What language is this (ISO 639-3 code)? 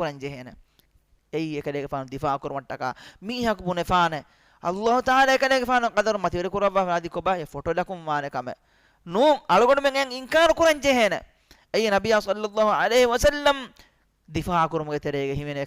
div